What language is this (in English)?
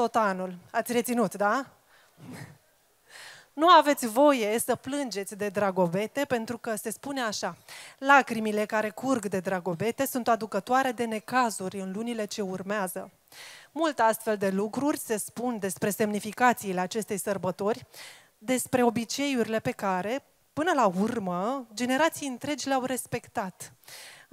Romanian